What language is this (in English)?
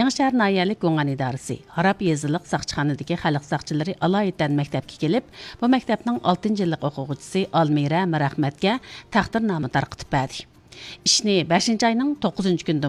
Uyghur